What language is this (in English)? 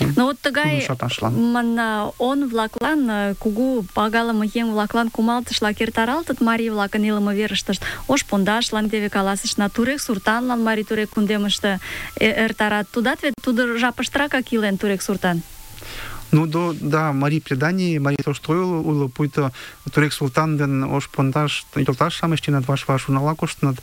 Mari